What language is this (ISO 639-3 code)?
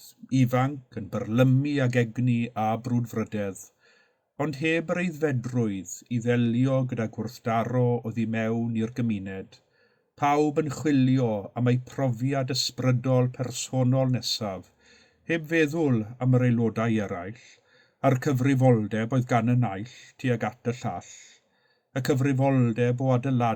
cym